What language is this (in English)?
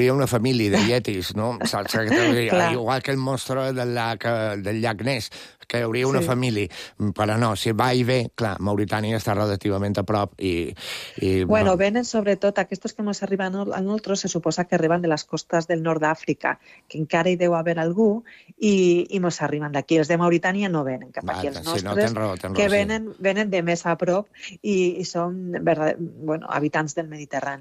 Catalan